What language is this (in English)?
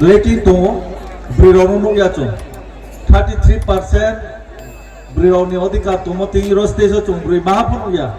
Riang (India)